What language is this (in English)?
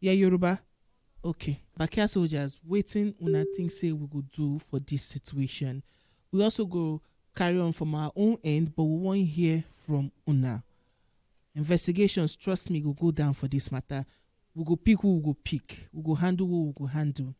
Nigerian Pidgin